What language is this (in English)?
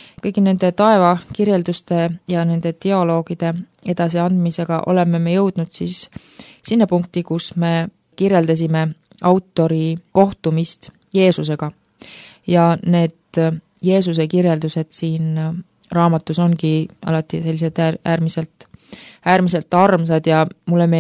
Estonian